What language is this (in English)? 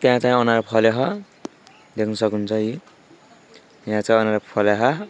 Nepali